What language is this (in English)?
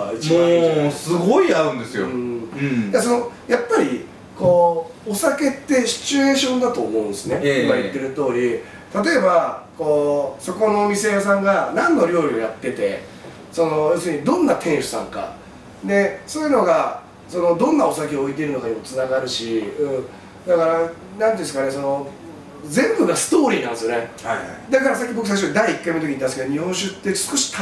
Japanese